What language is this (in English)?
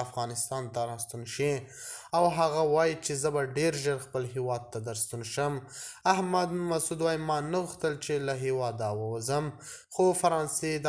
Pashto